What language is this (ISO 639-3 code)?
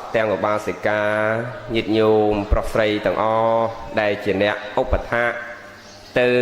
khm